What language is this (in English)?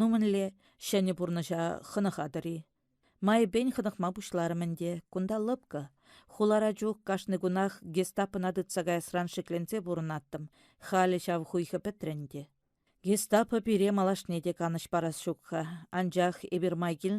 Chuvash